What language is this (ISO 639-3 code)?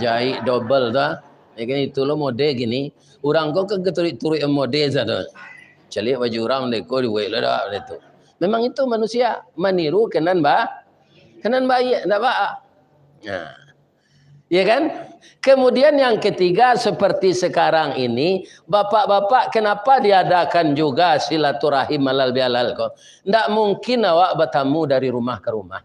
min